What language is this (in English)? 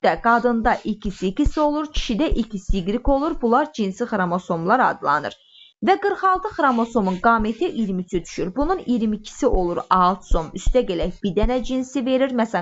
Azerbaijani